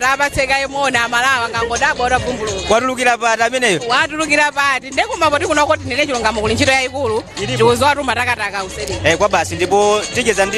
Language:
Nyanja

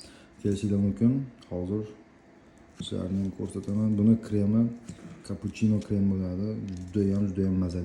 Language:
Uzbek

